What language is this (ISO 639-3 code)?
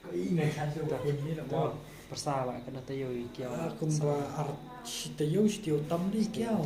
kha